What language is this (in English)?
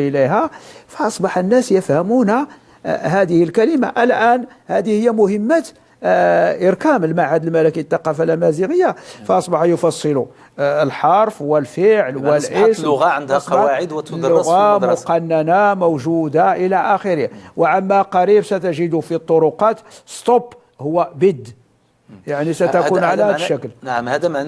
Moroccan Arabic